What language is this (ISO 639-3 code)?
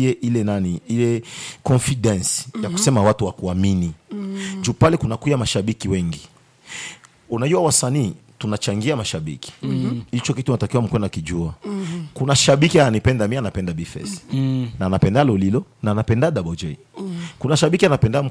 swa